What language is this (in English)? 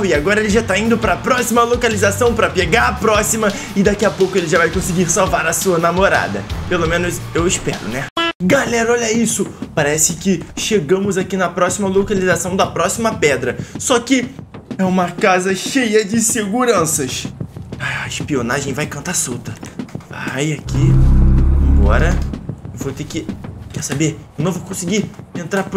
Portuguese